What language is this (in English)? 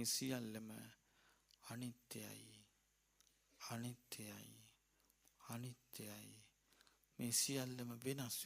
Sinhala